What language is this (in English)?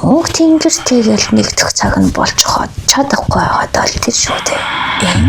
Mongolian